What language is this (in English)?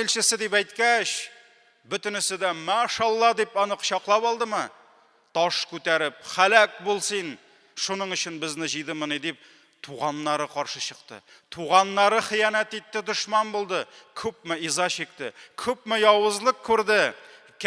Tatar